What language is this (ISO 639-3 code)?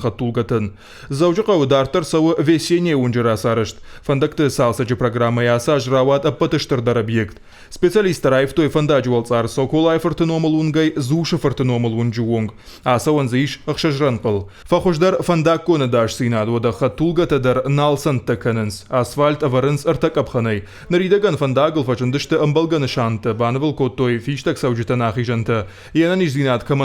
oss